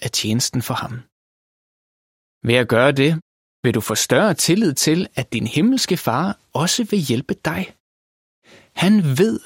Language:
Danish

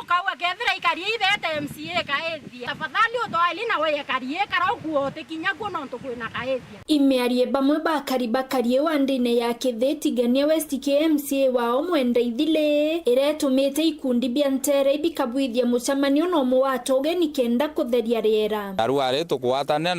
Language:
Meru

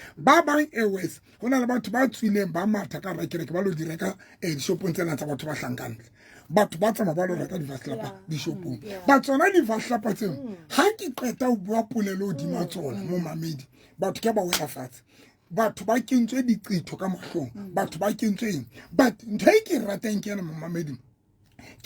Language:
Southern Sotho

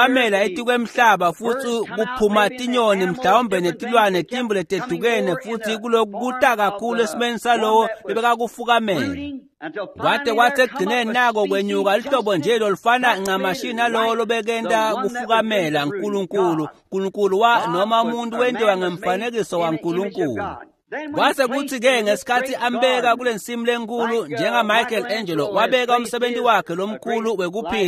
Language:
Swati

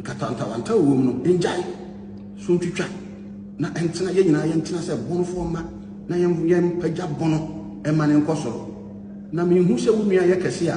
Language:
Akan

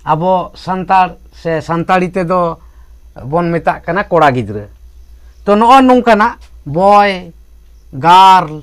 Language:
Santali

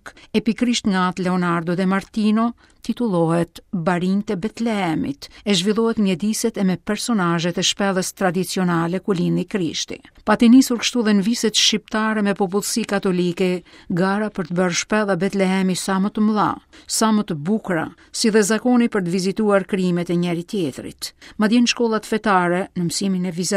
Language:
Albanian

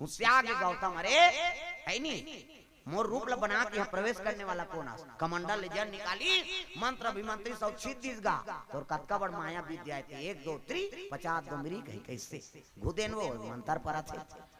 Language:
Chhattisgarhi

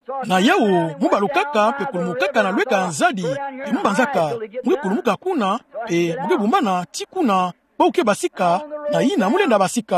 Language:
Kituba (Democratic Republic of Congo)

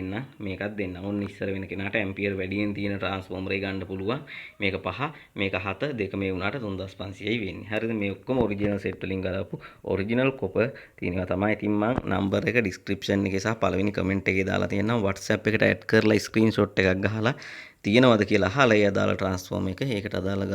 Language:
Sinhala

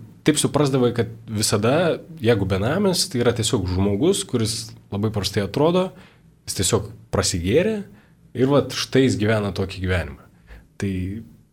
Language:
Lithuanian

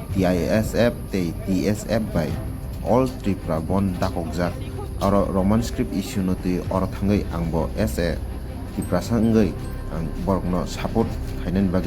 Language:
Kok Borok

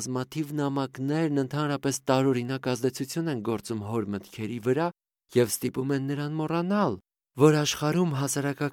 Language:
Armenian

